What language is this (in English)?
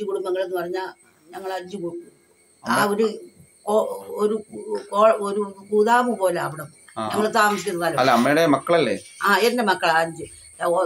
Malayalam